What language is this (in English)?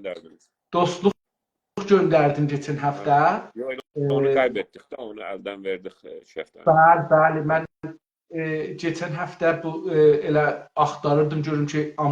South Azerbaijani